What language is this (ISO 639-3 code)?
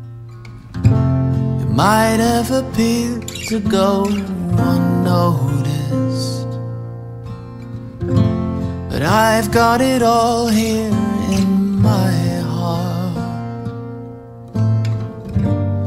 eng